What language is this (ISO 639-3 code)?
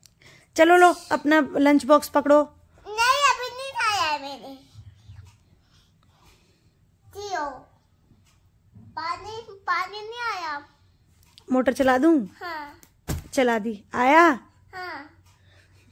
hin